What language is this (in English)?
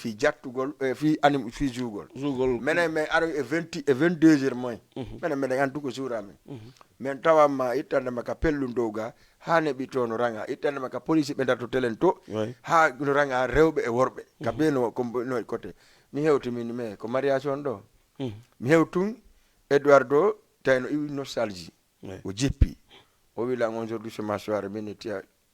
Fula